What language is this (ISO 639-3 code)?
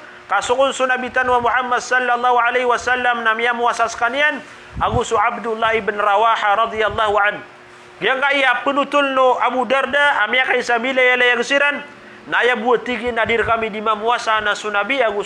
mrw